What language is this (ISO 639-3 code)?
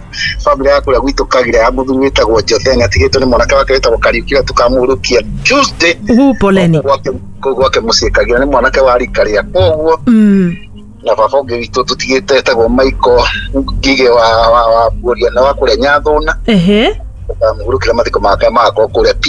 kik